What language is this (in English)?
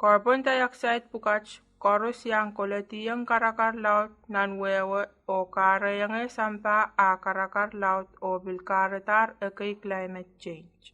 Pohnpeian